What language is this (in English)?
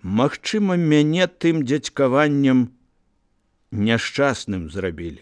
Belarusian